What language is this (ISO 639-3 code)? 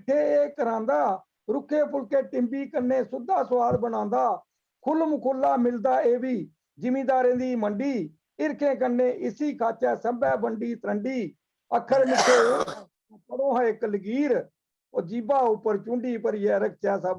doi